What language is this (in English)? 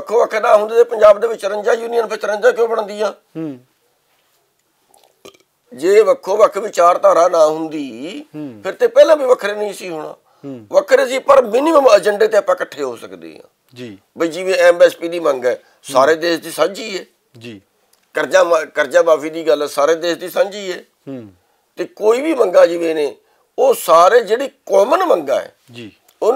Punjabi